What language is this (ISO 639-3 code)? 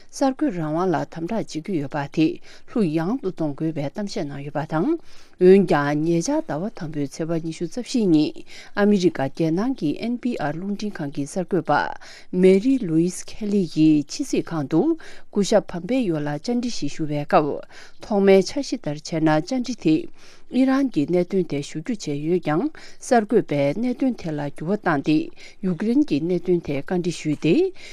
bod